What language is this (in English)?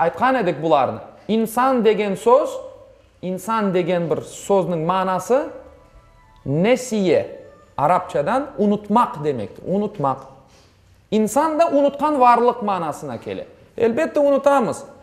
Crimean Tatar